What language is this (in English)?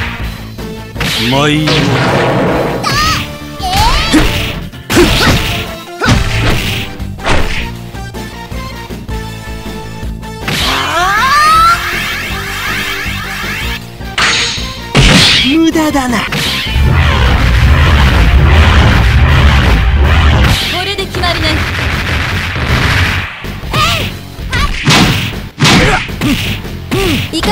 Japanese